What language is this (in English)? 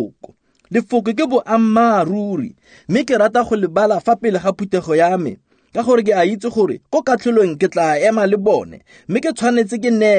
Tswana